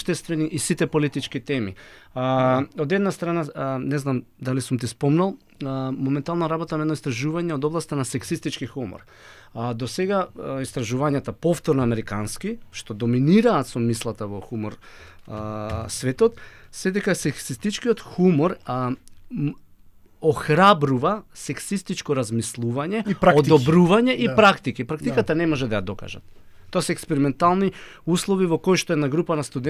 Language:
Macedonian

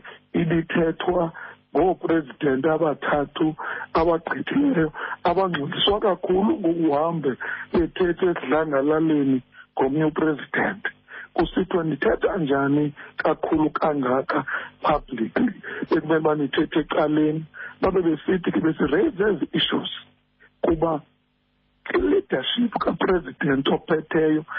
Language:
Xhosa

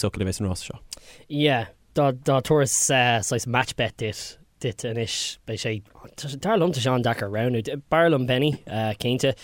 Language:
Irish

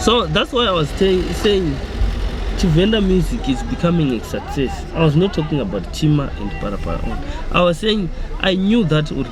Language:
Venda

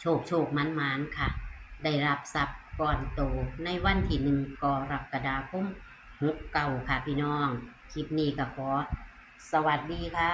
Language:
Northeastern Thai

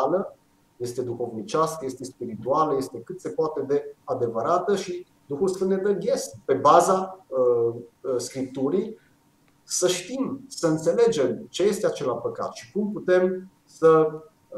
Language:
Romanian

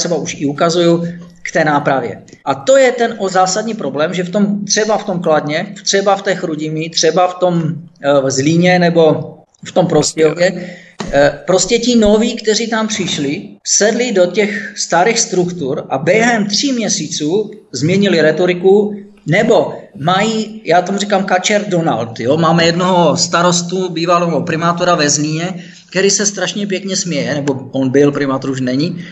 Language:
Czech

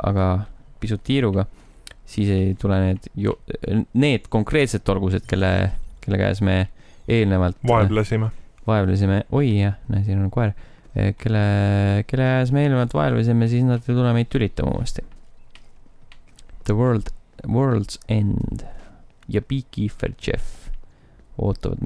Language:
Estonian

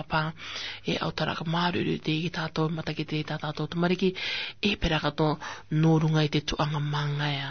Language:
Rarotongan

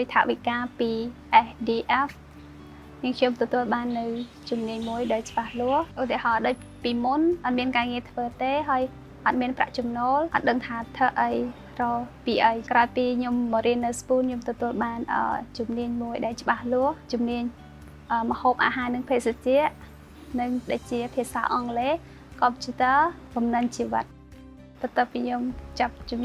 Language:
Khmer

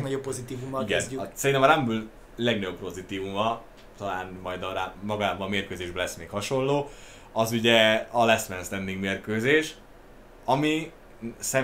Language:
Hungarian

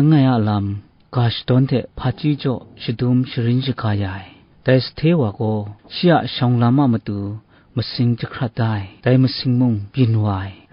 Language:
Kachin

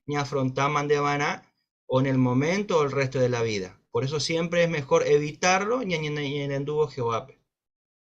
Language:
Guarani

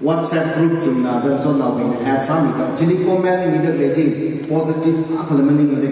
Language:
Tangkhul Naga (India)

